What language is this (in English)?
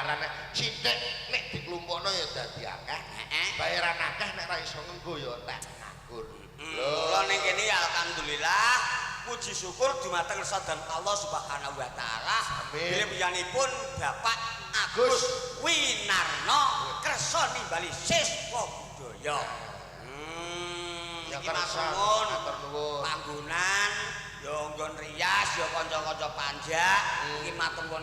Javanese